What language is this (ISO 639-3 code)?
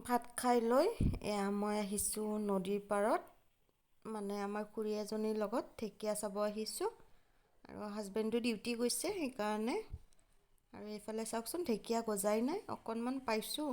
asm